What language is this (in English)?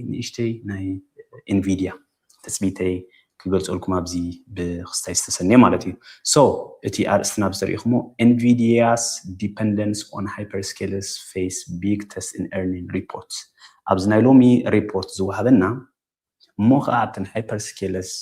Tigrinya